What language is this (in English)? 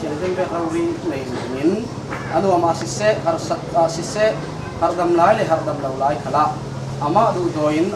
Falam Chin